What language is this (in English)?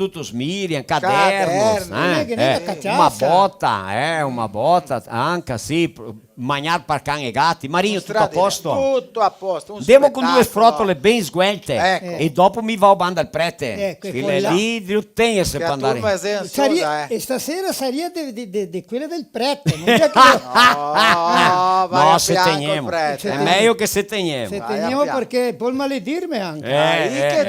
Venetian